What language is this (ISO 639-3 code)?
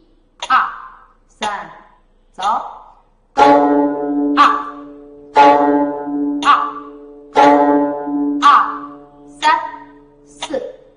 zho